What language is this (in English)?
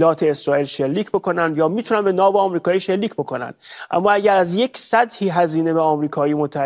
Persian